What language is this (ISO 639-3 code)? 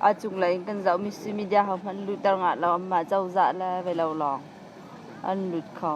cnh